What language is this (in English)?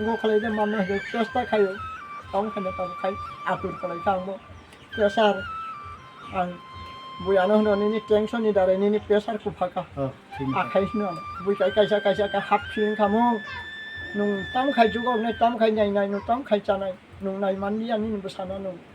Kok Borok